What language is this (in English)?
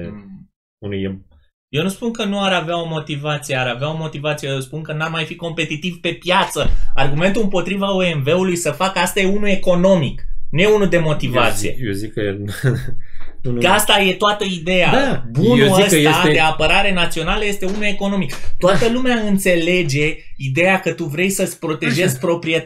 Romanian